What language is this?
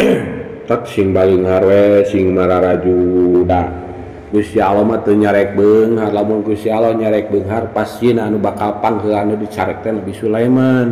Sundanese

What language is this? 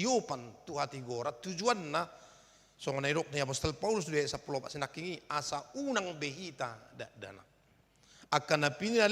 Batak Toba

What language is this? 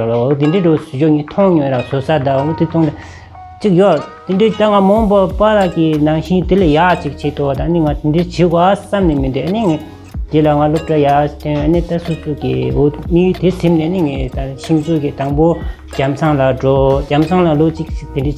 Tibetan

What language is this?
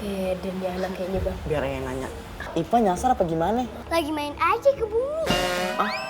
Betawi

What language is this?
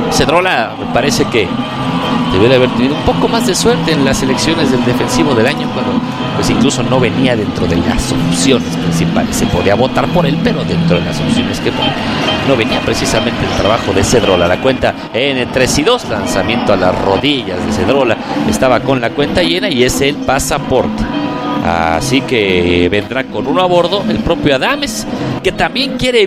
Spanish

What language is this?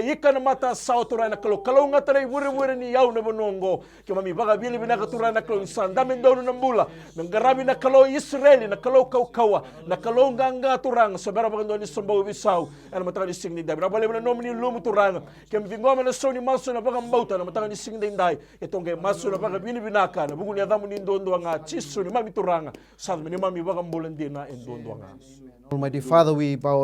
Fijian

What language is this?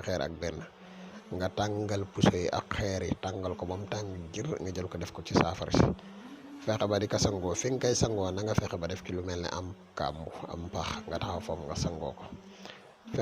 Wolof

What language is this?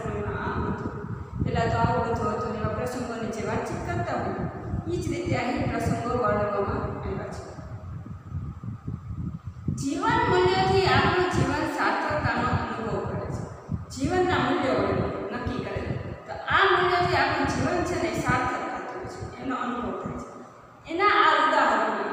Gujarati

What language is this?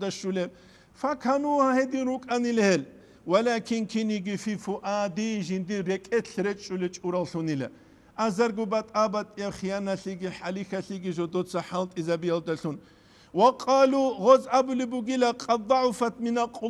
Avaric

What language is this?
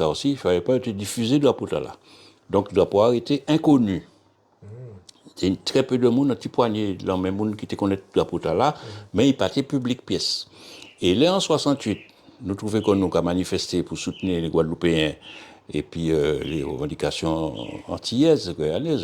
Guadeloupean Creole French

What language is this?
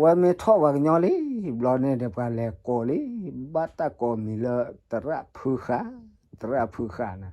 S'gaw Karen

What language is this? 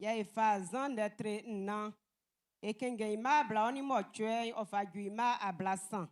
Baoulé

